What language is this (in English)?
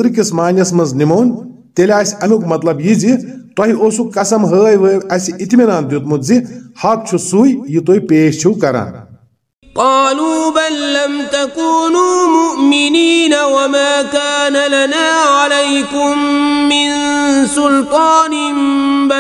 Kashmiri